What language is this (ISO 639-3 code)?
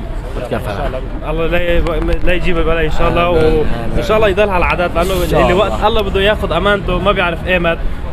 kur